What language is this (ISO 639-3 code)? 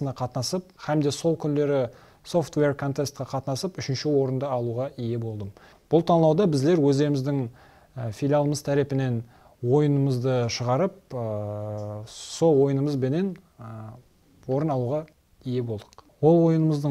kaa